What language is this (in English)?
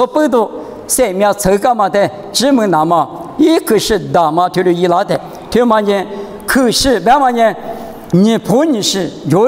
Lisu